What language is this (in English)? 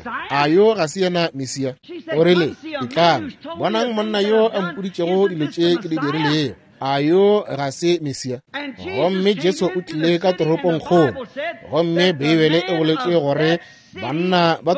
Northern Sotho